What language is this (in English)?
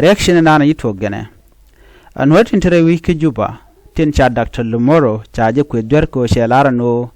Nuer